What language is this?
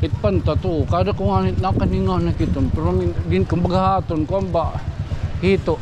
Waray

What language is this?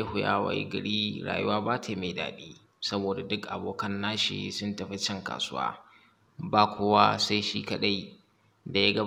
Hausa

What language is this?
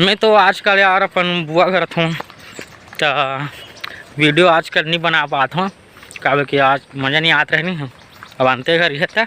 Chhattisgarhi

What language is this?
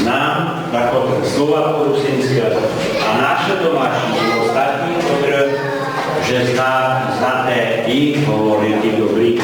Rusyn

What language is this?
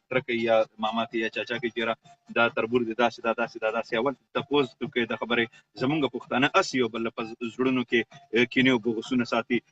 Pashto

